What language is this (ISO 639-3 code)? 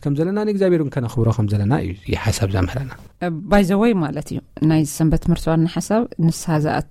tir